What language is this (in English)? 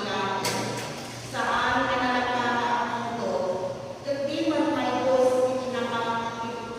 Iloko